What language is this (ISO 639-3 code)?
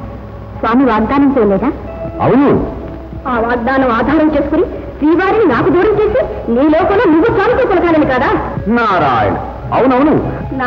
tel